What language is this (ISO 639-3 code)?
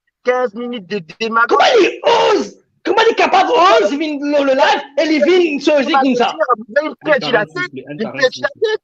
mfe